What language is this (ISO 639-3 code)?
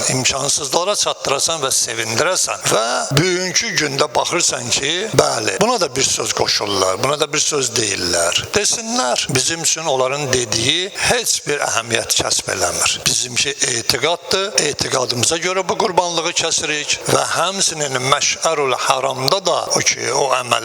aze